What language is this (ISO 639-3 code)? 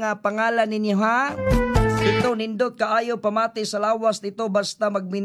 ceb